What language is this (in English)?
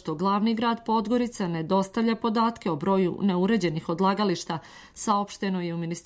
Serbian